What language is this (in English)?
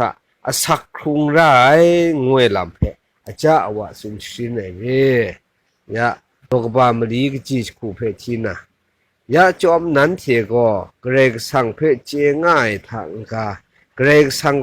Kachin